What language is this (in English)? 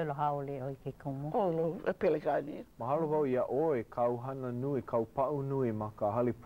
Hawaiian